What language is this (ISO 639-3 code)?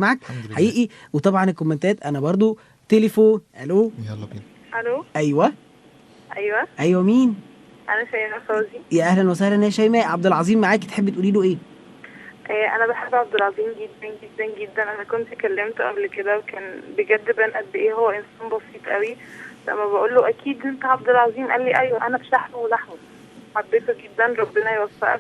arz